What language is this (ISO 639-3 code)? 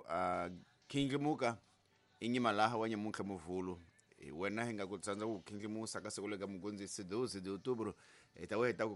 tso